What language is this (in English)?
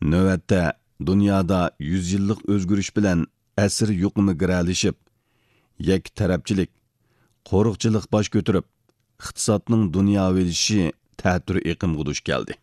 Uyghur